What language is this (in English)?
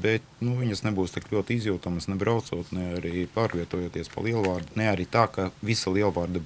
Latvian